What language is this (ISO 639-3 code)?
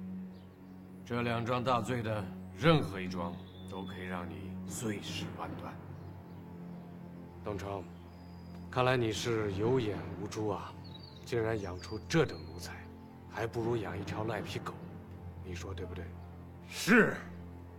zho